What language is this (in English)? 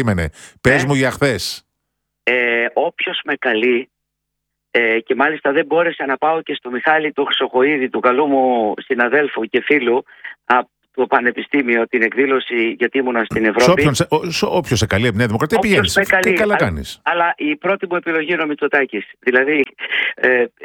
Greek